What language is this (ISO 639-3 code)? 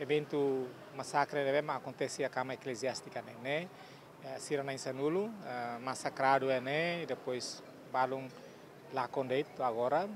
tet